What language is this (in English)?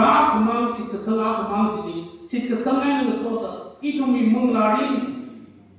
Tangkhul Naga (India)